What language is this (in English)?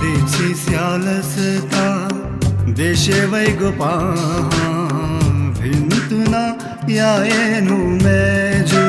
Newari